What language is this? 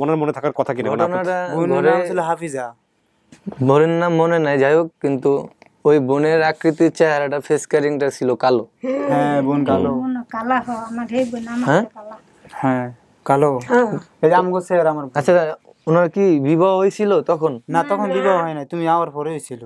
Bangla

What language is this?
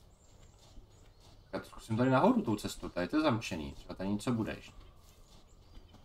Czech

